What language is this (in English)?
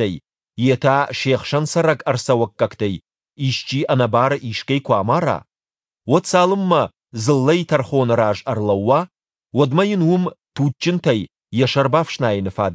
Ossetic